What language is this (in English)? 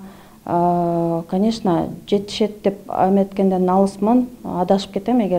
Kyrgyz